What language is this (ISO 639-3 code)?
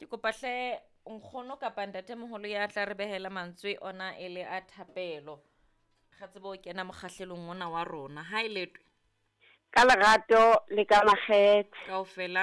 sot